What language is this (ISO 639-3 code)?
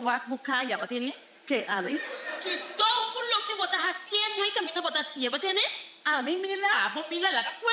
pap